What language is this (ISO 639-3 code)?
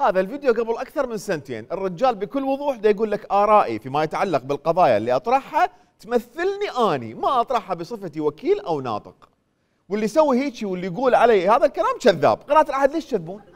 acm